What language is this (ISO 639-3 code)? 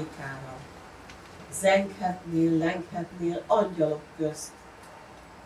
hun